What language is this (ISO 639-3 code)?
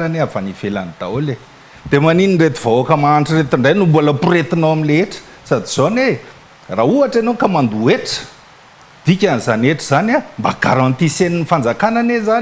mlg